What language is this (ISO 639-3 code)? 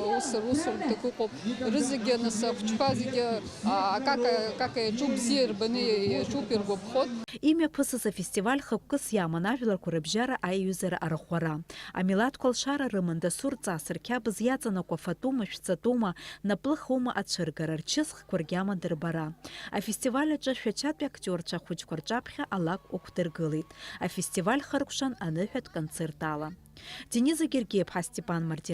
abk